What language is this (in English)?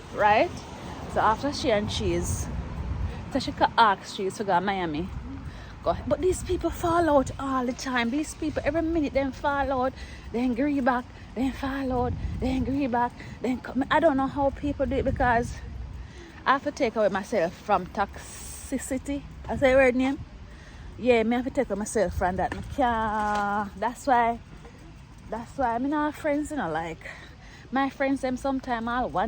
Jamaican Creole English